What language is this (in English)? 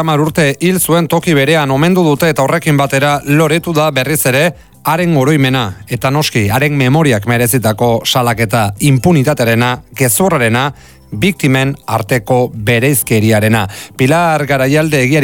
Basque